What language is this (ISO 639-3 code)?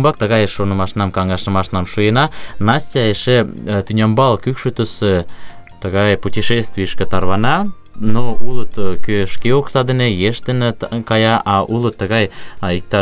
chm